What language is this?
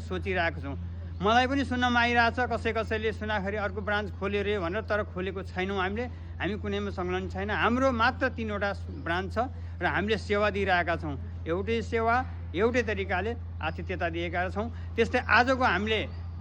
Nepali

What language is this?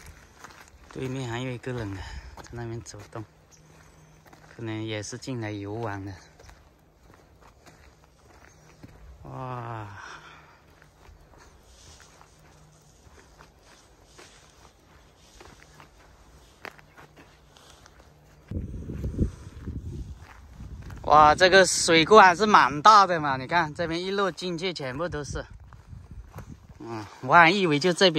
Chinese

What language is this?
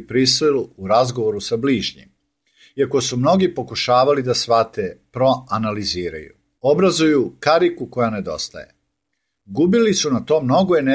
Serbian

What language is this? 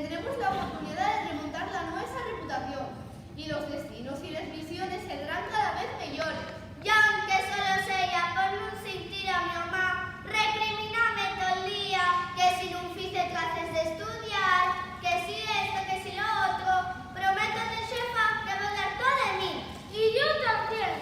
Asturian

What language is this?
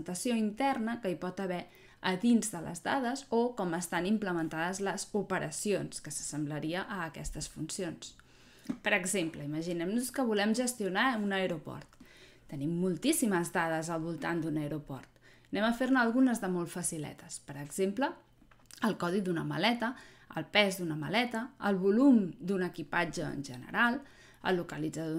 Catalan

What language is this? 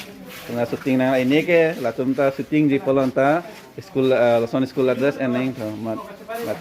Karbi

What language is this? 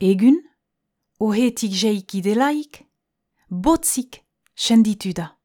Basque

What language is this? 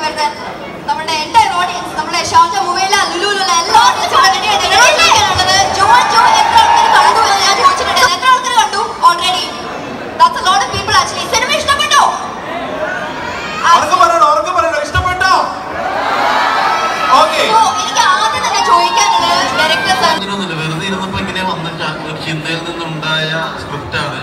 Malayalam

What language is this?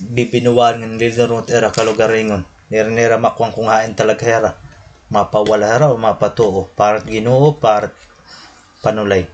Waray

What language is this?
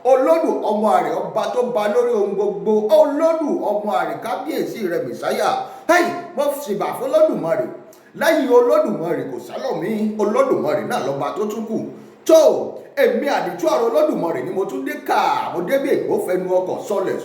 Yoruba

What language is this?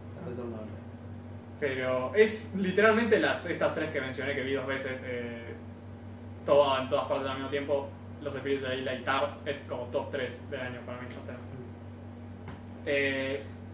Spanish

